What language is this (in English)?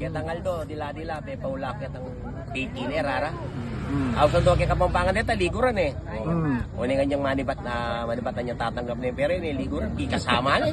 Pampanga